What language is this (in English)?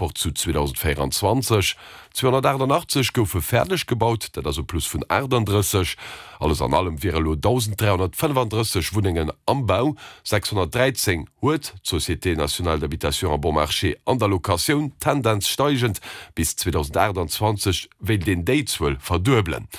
Luxembourgish